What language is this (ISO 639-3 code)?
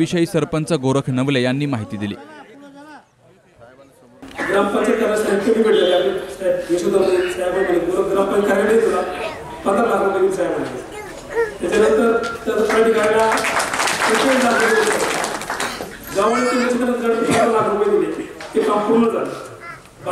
mar